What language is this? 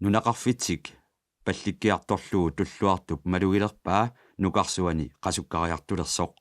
Kalaallisut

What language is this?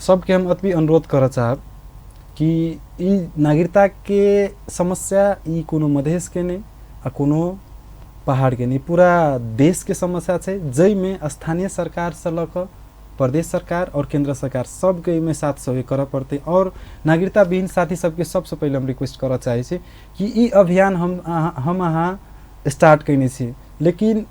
Maithili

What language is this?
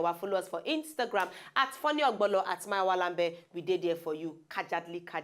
Nigerian Pidgin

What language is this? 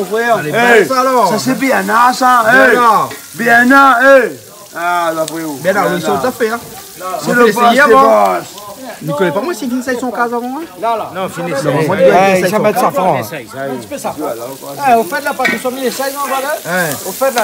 Réunion Creole French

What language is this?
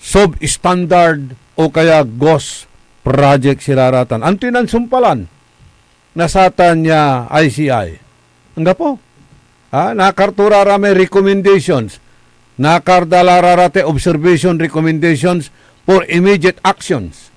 Pangasinan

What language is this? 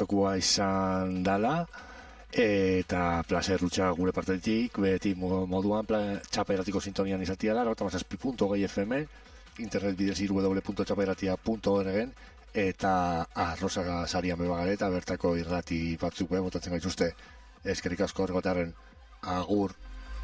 Basque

